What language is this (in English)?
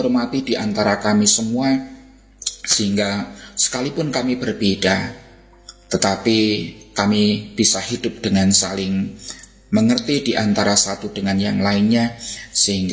Indonesian